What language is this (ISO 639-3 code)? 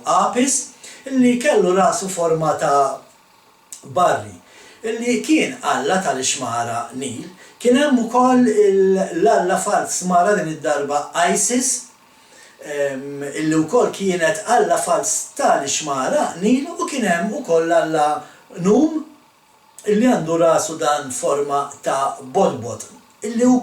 mlt